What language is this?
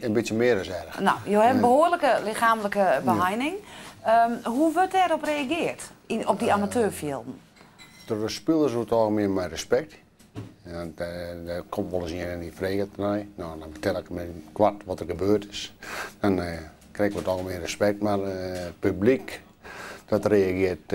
Western Frisian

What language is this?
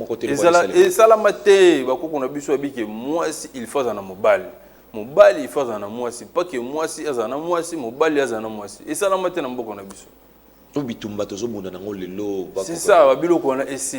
Lingala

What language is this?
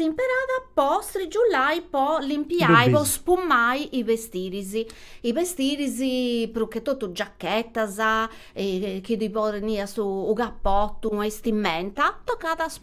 Sardinian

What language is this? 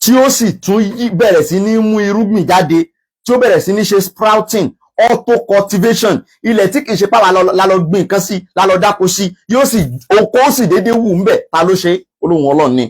Yoruba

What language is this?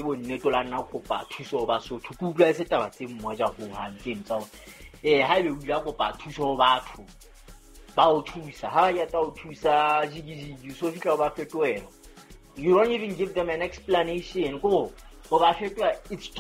Southern Sotho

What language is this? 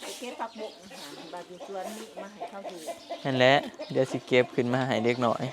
Northeastern Thai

